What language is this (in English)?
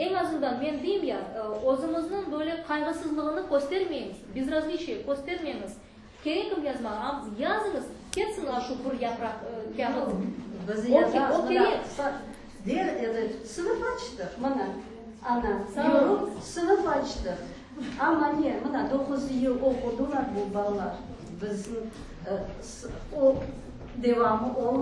Crimean Tatar